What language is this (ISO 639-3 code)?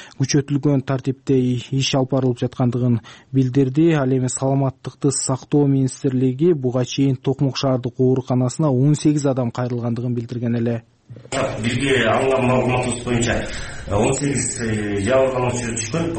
kir